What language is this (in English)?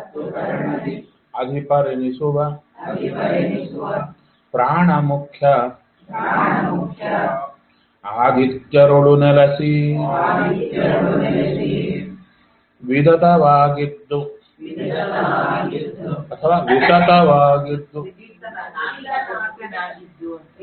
Kannada